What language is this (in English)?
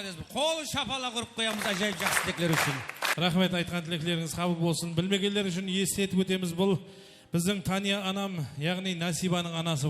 Kara-Kalpak